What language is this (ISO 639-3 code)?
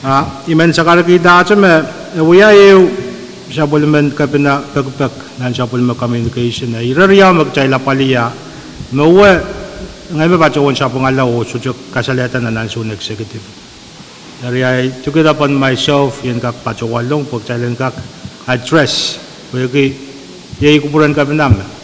pon